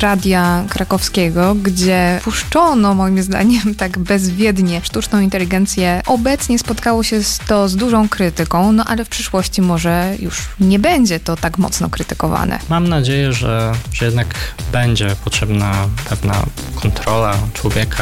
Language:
Polish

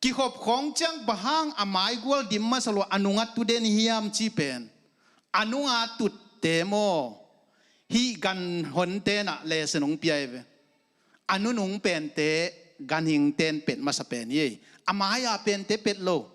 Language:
Tedim Chin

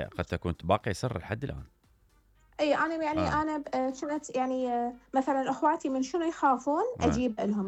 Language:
Mesopotamian Arabic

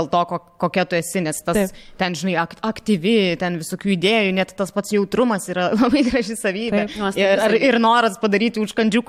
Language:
Lithuanian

